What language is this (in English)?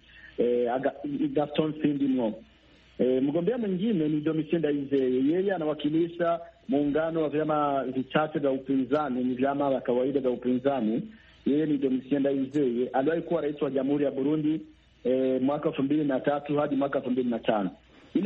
Swahili